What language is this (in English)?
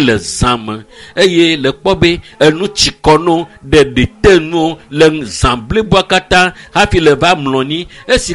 Ewe